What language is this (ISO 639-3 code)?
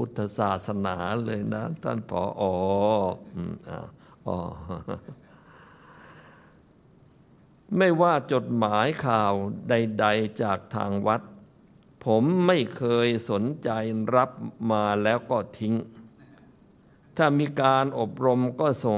tha